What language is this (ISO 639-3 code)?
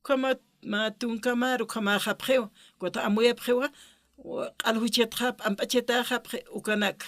aym